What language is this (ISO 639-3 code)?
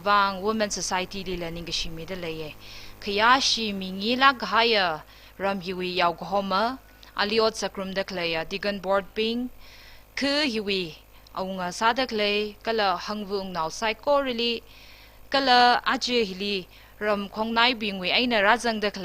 nmf